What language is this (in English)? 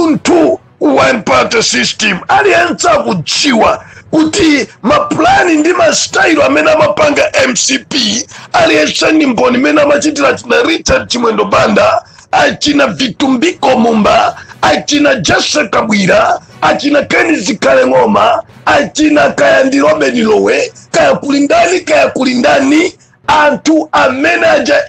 Nyanja